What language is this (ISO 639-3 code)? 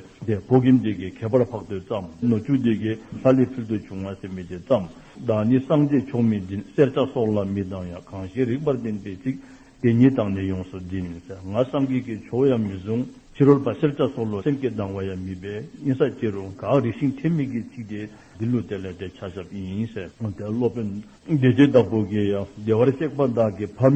dzo